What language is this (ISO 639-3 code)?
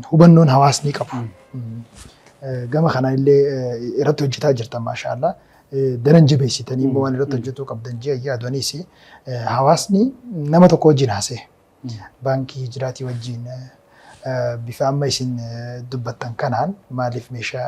orm